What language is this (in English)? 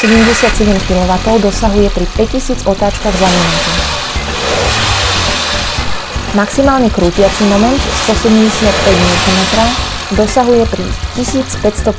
Slovak